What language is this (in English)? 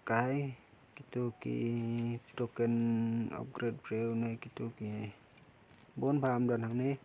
Khasi